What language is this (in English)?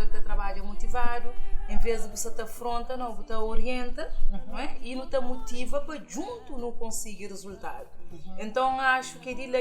Kabuverdianu